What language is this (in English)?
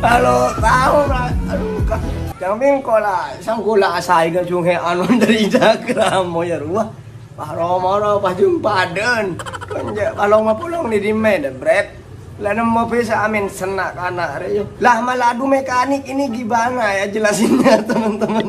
Madurese